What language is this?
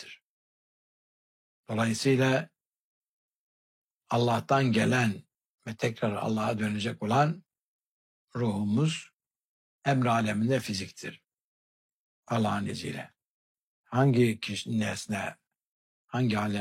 Turkish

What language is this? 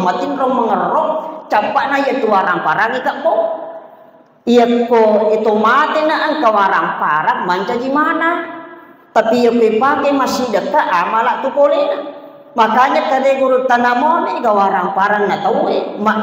Buginese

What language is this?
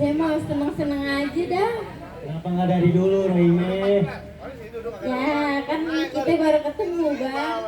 Betawi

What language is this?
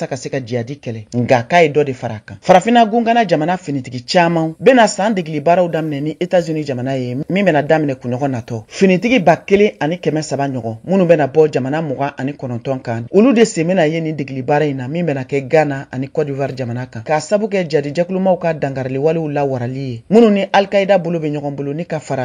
Bambara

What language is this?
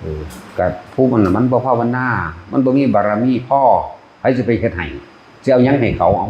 Northeastern Thai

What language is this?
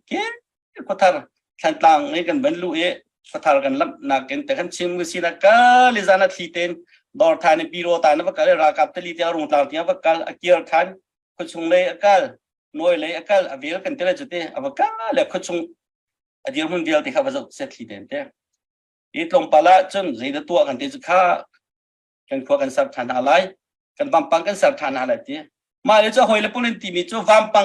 Hakha Chin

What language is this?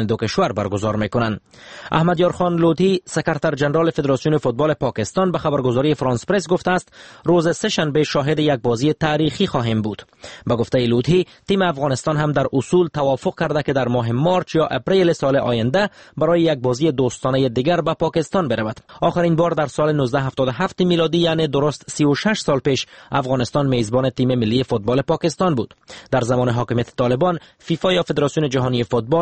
Persian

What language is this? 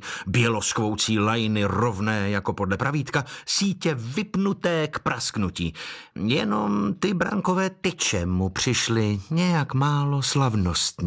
Czech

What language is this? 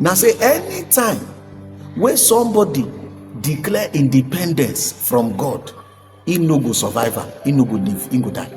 Nigerian Pidgin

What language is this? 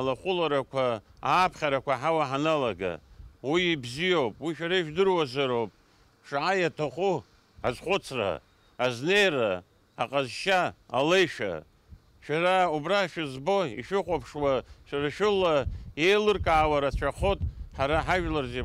Abkhazian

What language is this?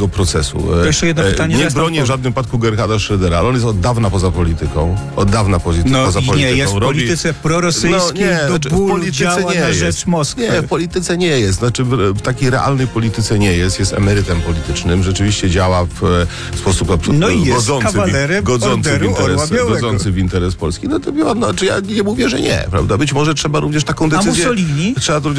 Polish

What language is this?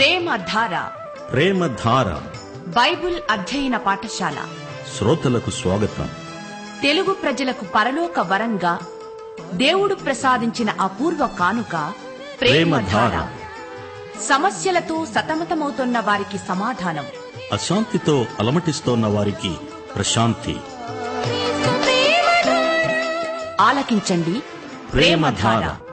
Telugu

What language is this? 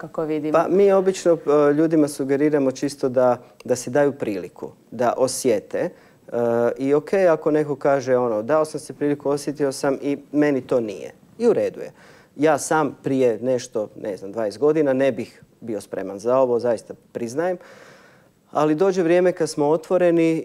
Croatian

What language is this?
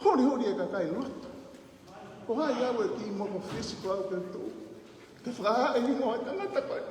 Tongan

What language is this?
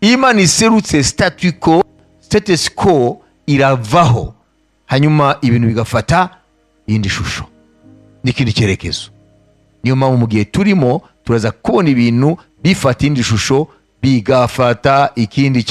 Kinyarwanda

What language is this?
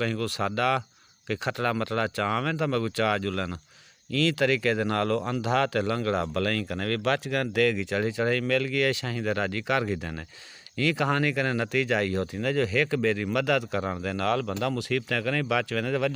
Saraiki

